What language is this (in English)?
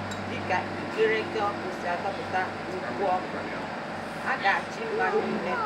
Igbo